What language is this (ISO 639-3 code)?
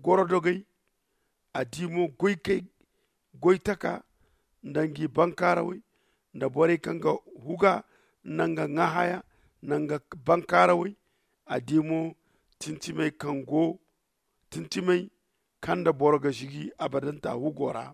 dje